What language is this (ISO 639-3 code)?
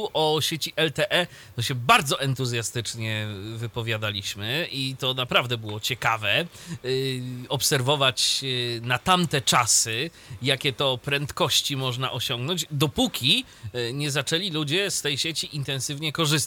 pol